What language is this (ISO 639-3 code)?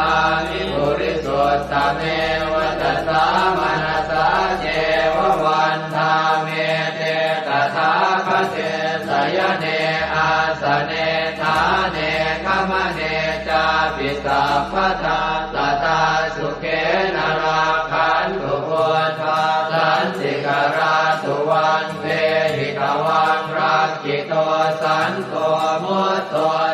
pli